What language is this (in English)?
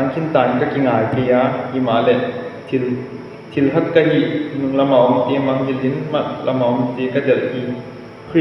Tedim Chin